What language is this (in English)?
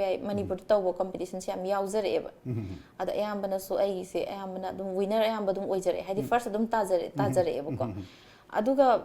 Manipuri